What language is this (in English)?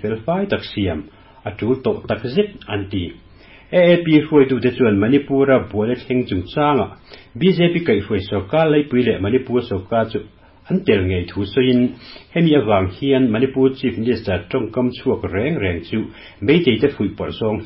Mizo